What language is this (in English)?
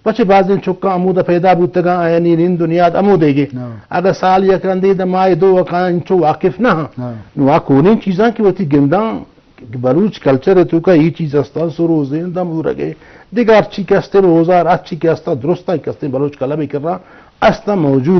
Eastern Balochi